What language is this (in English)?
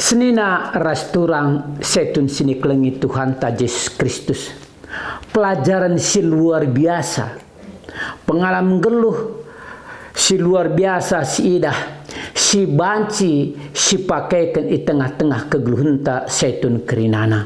Batak Karo